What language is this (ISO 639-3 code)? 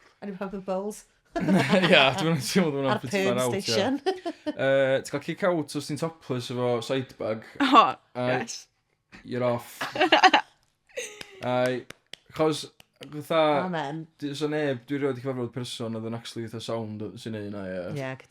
cym